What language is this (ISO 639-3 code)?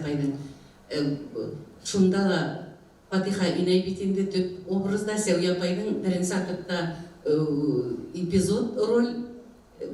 bak